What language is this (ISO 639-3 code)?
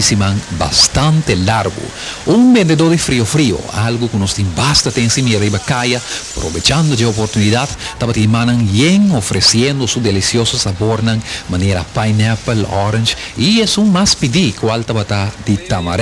pap